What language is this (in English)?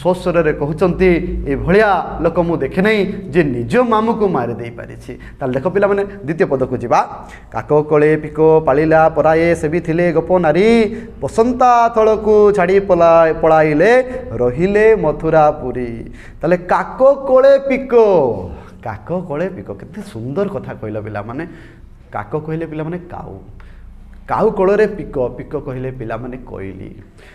Odia